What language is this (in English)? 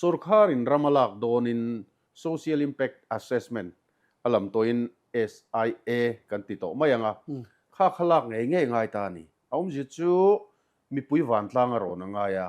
Mizo